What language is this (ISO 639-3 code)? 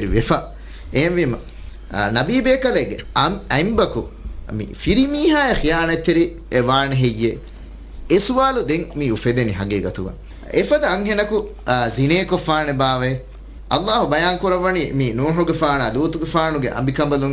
div